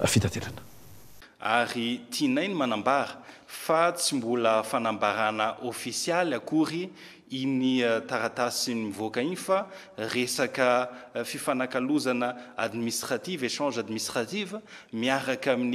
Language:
Malagasy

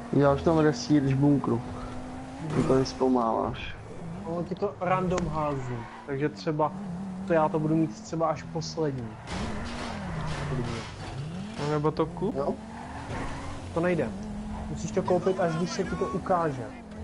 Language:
Czech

